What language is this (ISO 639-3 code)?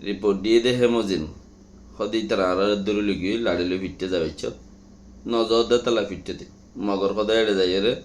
rhg